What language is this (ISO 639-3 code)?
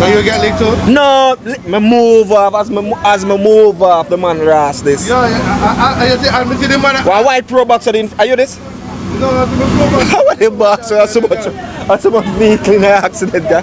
jam